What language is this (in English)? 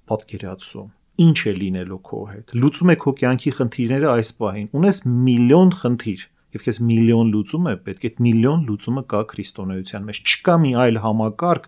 Armenian